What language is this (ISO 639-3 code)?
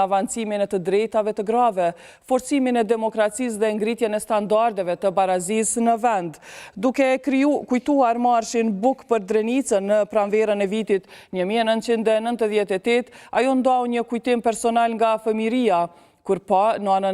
sqi